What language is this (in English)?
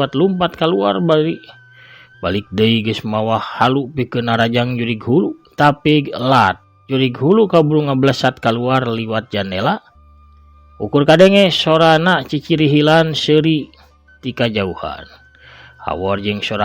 Sundanese